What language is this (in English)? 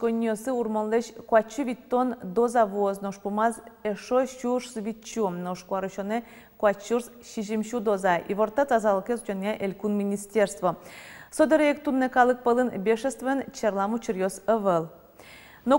Udmurt